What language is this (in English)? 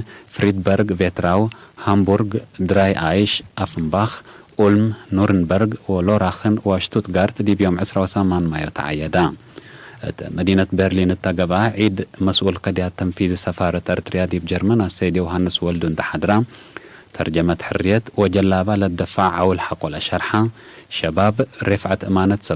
Tigre